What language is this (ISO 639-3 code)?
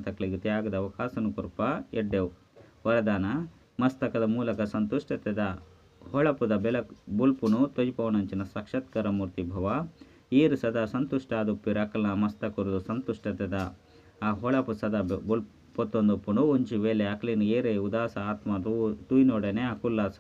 tcy